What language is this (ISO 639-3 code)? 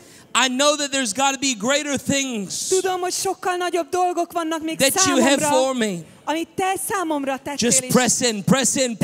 hun